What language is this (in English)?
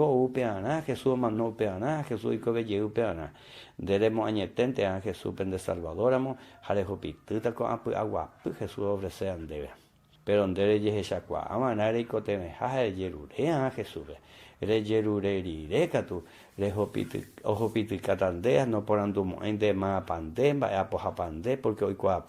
Guarani